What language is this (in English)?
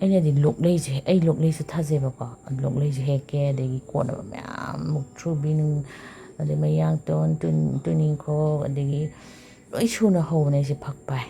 Manipuri